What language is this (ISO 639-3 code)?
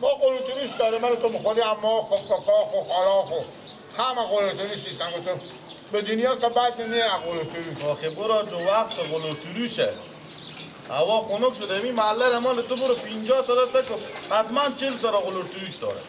fas